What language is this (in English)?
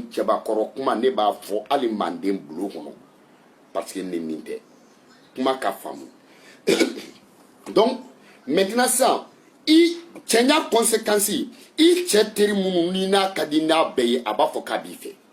Bambara